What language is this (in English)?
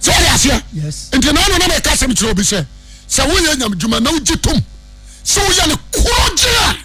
Akan